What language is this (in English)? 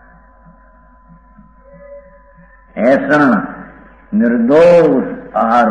Gujarati